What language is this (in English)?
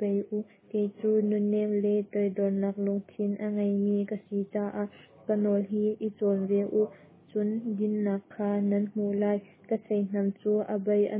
Hakha Chin